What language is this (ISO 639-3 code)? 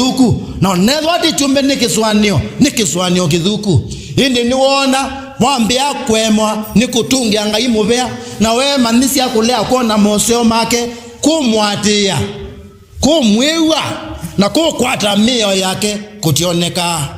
kam